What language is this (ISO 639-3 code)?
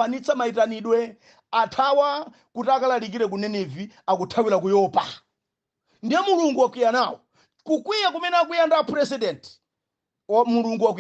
nya